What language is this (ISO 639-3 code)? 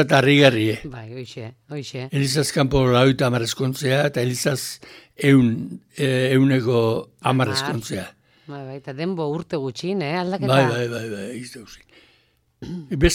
eus